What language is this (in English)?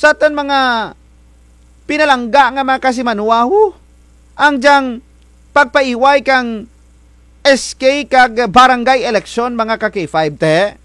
Kinaray-a